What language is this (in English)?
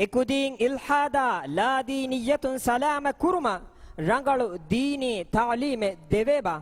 Divehi